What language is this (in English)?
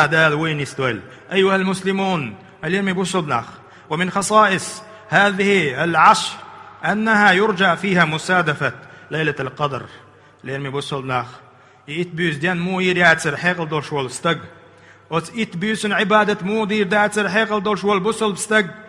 Chechen